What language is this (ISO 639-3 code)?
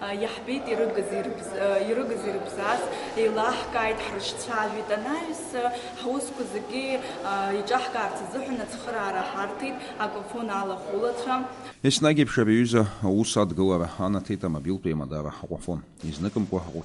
abk